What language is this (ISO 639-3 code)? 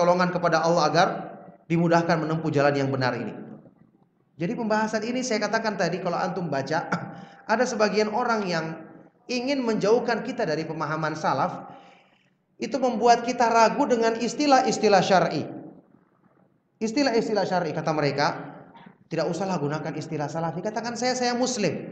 ind